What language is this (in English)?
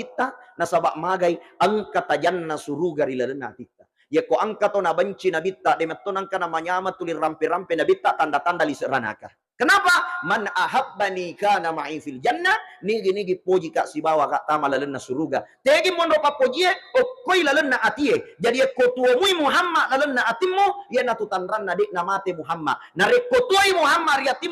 Buginese